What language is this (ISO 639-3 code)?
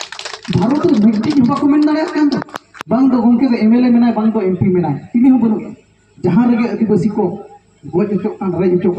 sat